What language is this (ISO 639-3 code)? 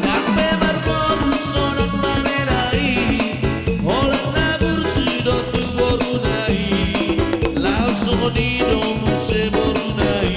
bbc